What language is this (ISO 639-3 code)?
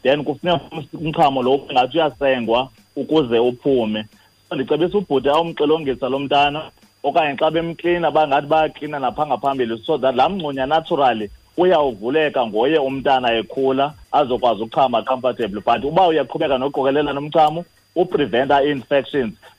xho